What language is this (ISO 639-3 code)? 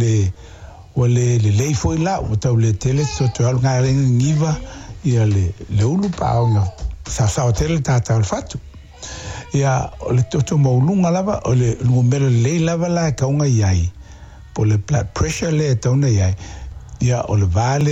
smo